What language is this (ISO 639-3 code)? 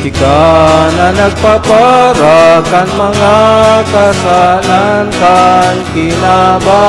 bik